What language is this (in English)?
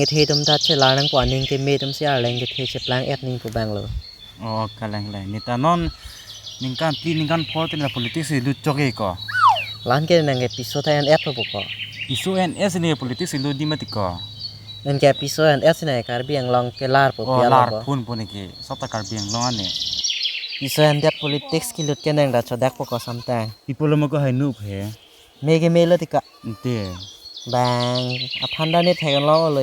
Karbi